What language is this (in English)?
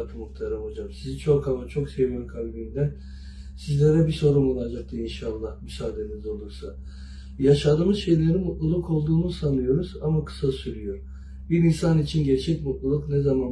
Turkish